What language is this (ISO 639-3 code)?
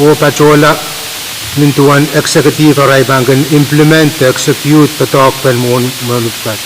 pon